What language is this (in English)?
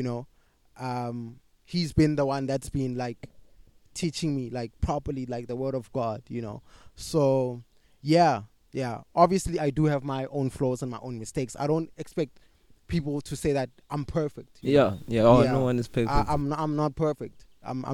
English